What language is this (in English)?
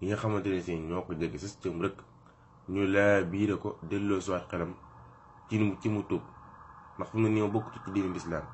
Wolof